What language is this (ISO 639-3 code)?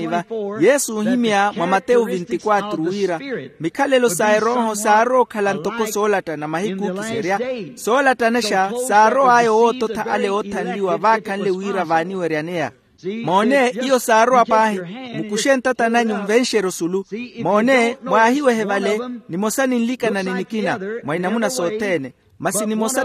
vmw